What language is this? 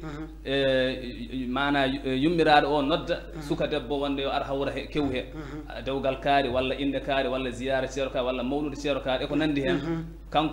Fula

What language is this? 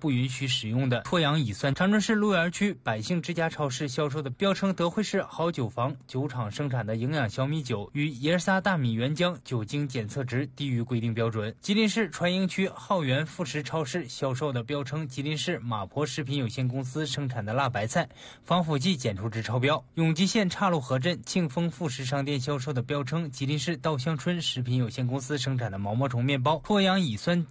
Chinese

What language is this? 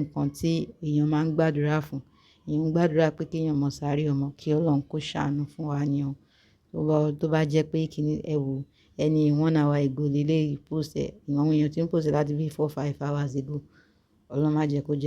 Yoruba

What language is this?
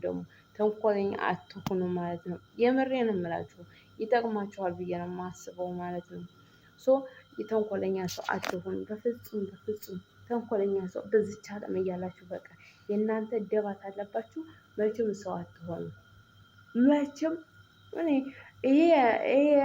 Amharic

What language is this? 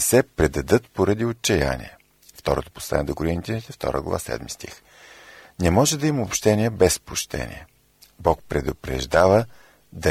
Bulgarian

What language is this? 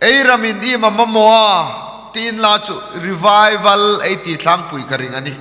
Hmar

